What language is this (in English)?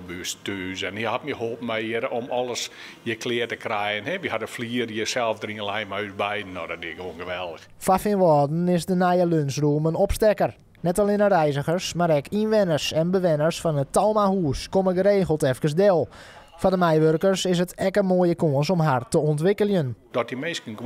Western Frisian